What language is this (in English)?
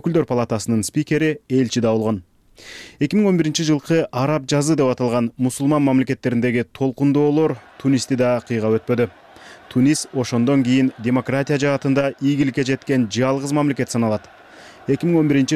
Kyrgyz